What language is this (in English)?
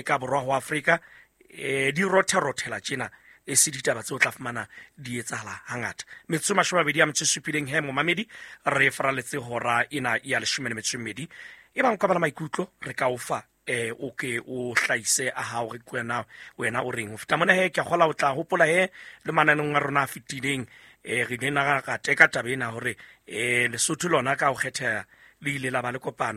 Southern Sotho